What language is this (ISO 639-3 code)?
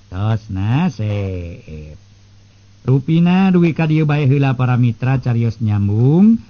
sun